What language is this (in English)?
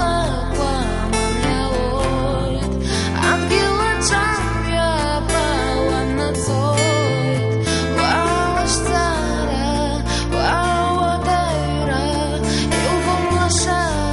Abkhazian